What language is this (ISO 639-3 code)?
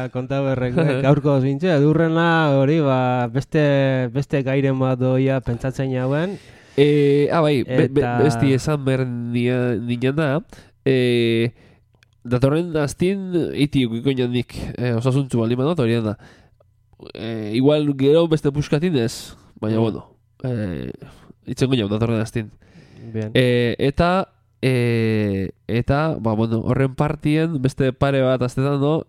eus